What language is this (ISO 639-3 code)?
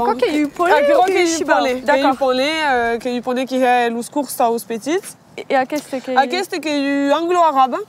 oci